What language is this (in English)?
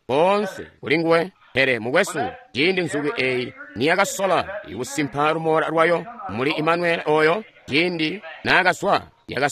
Tonga (Zambia)